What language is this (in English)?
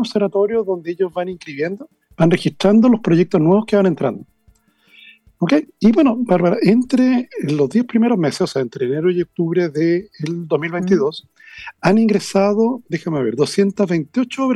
Spanish